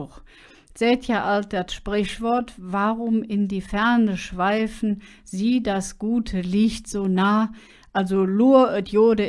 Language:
Colognian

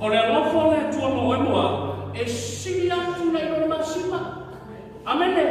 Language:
Samoan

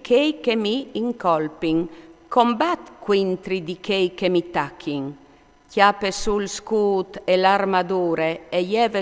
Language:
Friulian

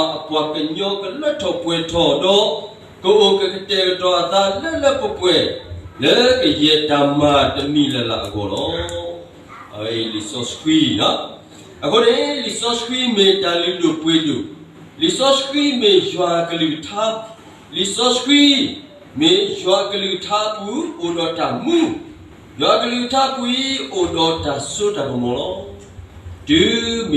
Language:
S'gaw Karen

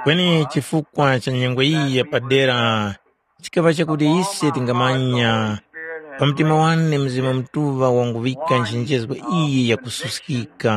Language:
Tumbuka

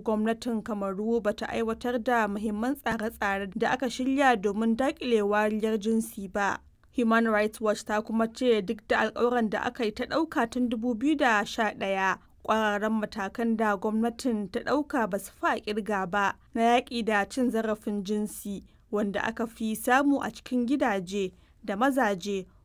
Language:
Hausa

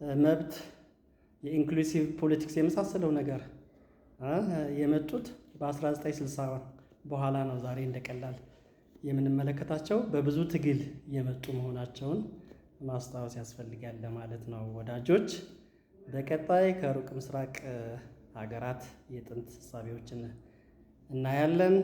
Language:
Amharic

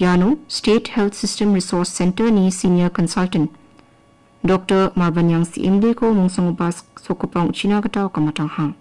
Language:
Garo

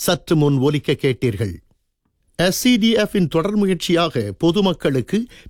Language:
Tamil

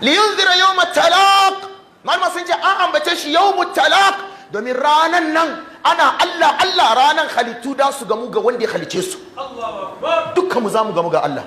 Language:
Hausa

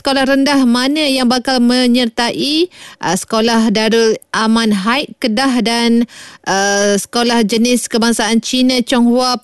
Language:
Malay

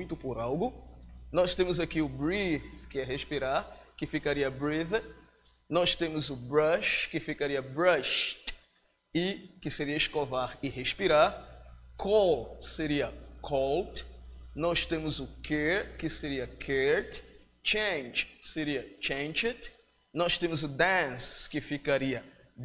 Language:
Portuguese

